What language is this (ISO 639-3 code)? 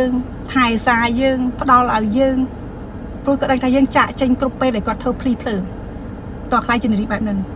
khm